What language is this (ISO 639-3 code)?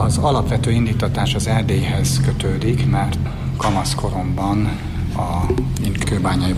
hun